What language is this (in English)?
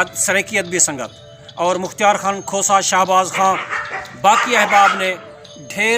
Saraiki